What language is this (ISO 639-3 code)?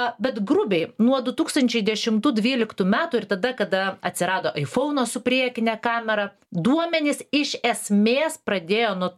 lit